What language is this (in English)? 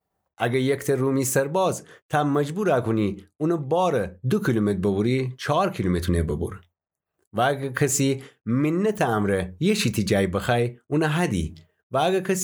Gilaki